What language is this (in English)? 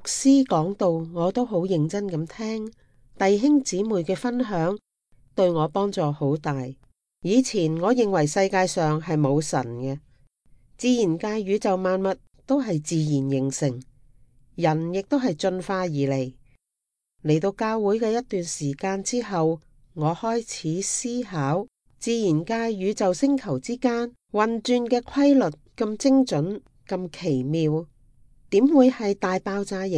Cantonese